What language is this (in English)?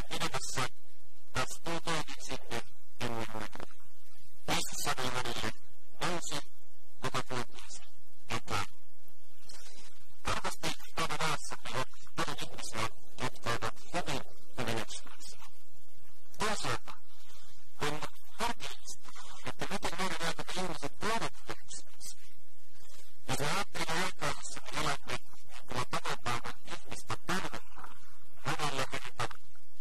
Finnish